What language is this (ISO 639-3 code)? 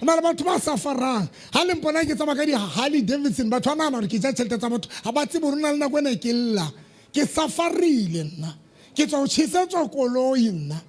sot